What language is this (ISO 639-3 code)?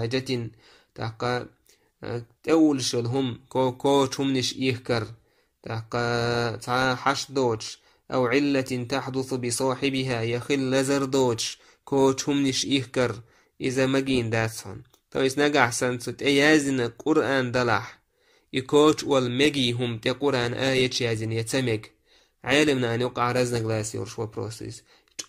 che